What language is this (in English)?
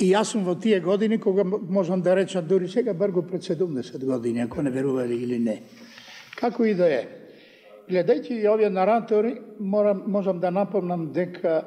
Macedonian